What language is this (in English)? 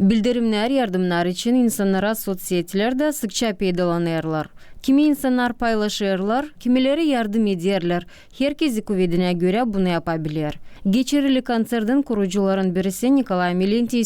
Gagauz